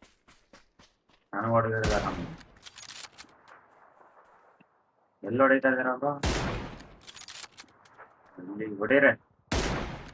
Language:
Kannada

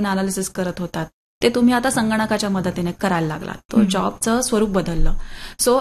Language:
Marathi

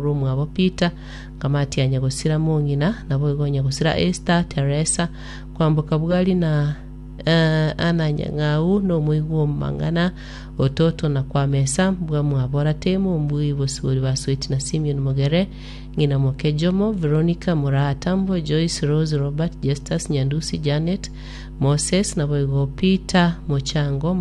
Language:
Gusii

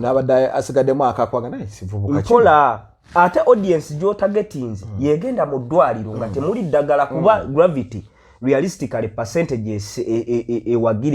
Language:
Ganda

